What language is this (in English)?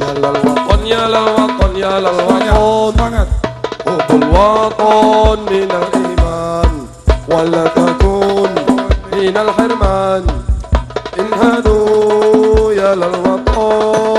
Javanese